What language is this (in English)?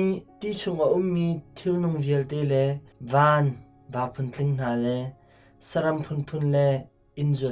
Hakha Chin